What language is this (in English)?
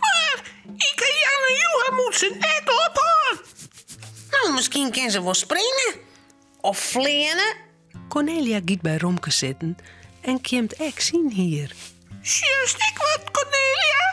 Western Frisian